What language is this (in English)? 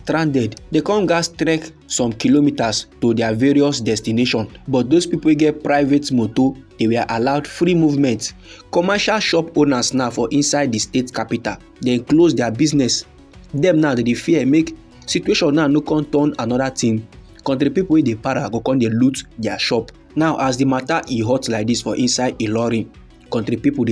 Nigerian Pidgin